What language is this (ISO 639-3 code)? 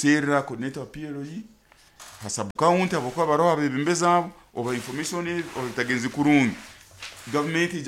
nyo